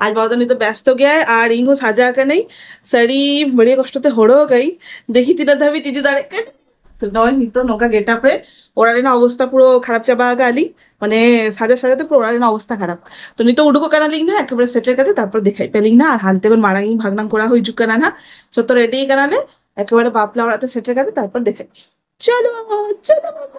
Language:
Santali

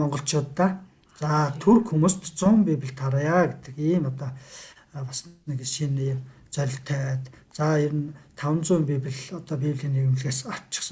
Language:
Mongolian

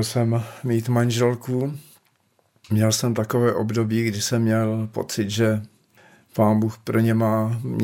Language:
Czech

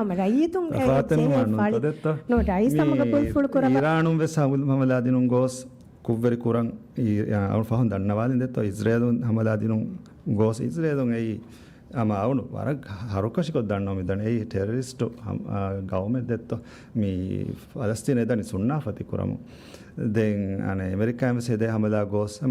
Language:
Divehi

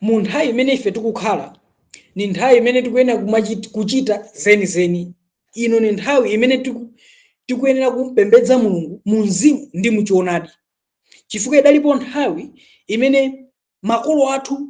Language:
Nyanja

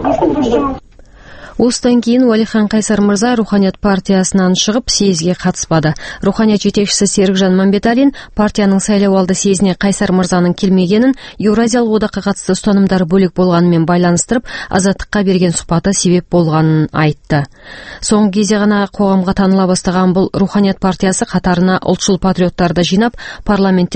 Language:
Kazakh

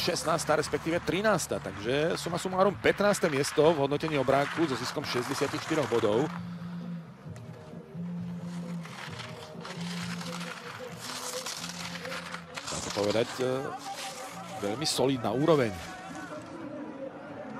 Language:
Slovak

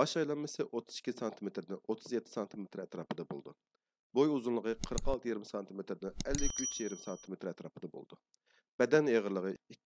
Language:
Uyghur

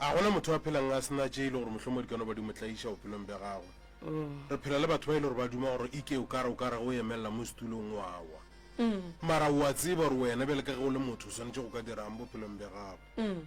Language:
Northern Sotho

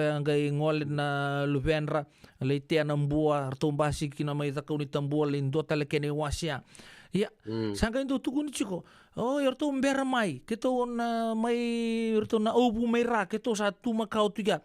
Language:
Fijian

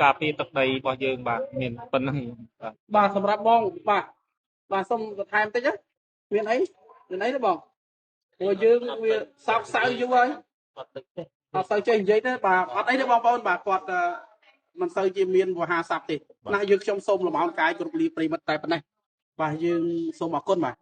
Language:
Khmer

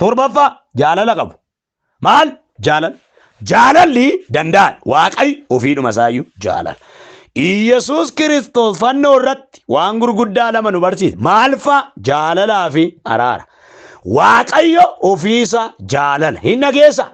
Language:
Oromo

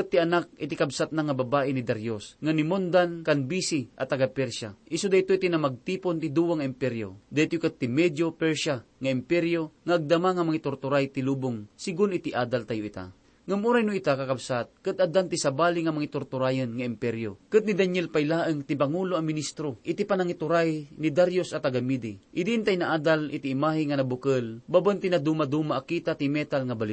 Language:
Iloko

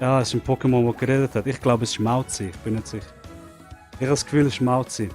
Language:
Swiss German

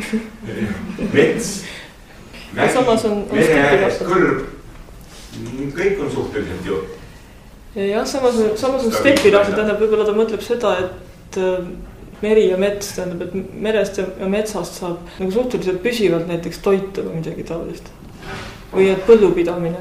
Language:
Estonian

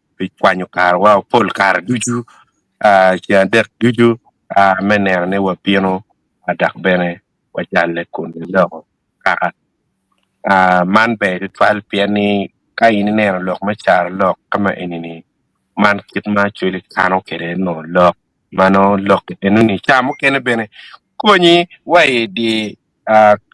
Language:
Acoli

